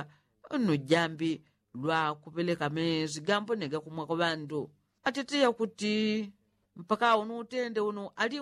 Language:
Yao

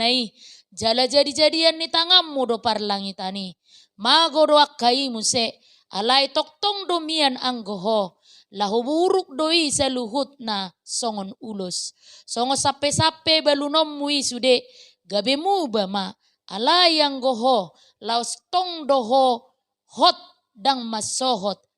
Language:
Batak Toba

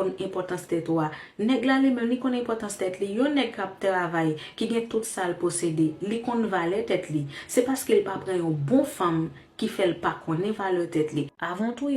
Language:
Haitian Creole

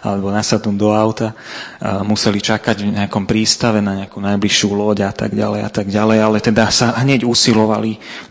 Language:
Slovak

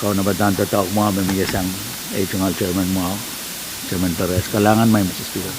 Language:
Pohnpeian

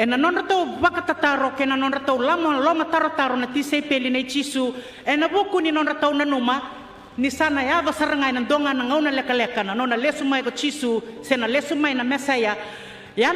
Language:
Fijian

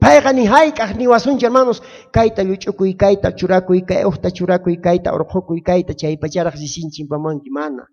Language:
South Bolivian Quechua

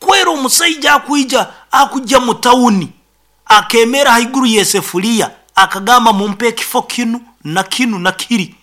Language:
Nyoro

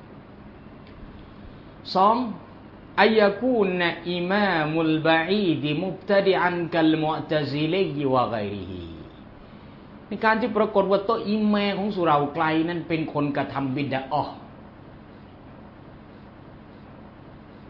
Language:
Thai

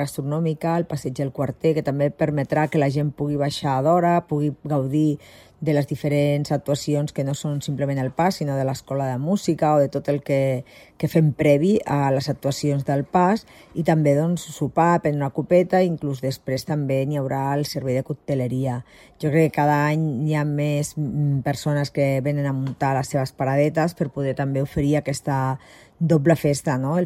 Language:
Catalan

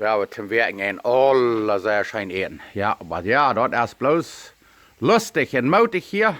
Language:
Plautdietsch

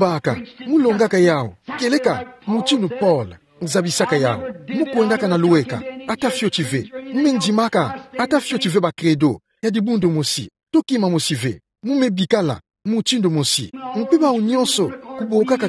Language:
Kituba (Democratic Republic of Congo)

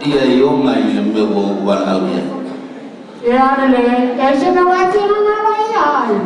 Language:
Samoan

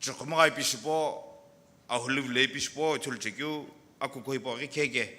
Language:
Sumi Naga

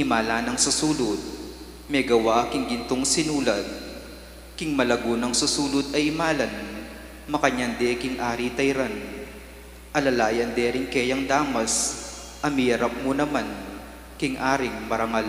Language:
Pampanga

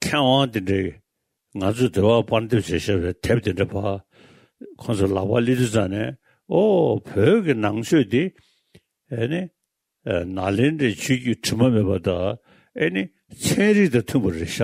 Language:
Tibetan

